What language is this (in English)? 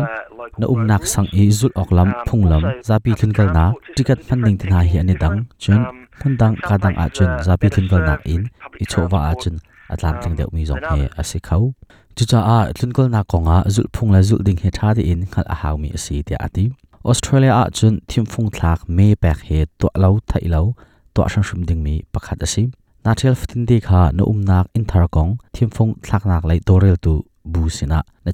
Hakha Chin